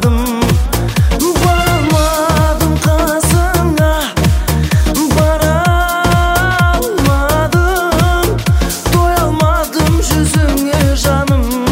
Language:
Kazakh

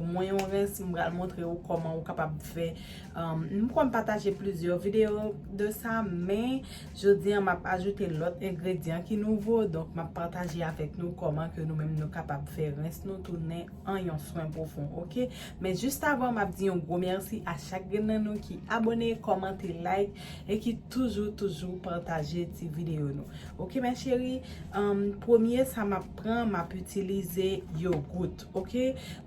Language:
Haitian Creole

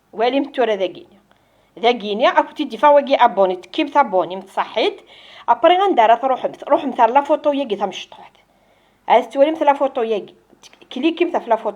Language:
Kabyle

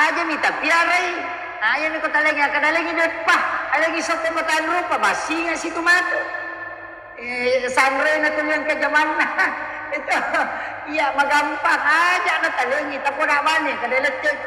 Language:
Buginese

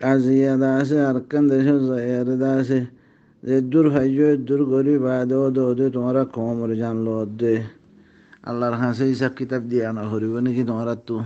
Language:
Rohingya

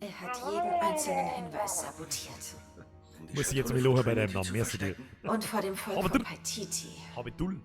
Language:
Bavarian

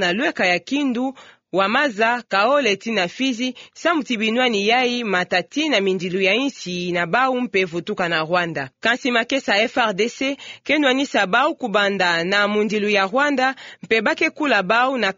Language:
Kituba (Democratic Republic of Congo)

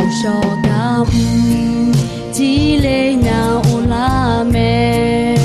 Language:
Akha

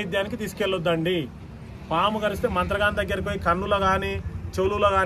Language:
Telugu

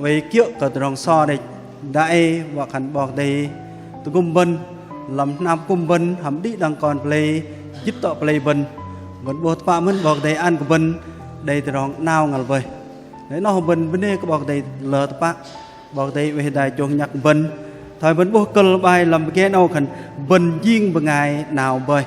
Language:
Bahnar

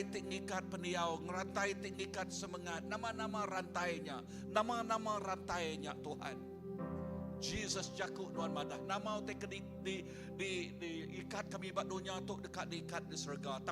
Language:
Iban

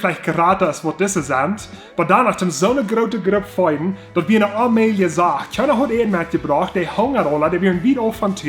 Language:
Plautdietsch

